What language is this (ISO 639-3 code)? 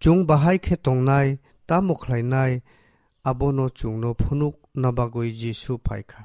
trp